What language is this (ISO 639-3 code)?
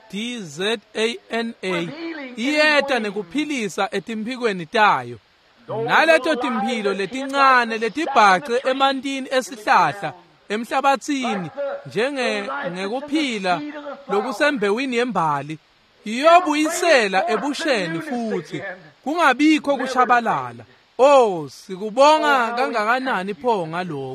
ssw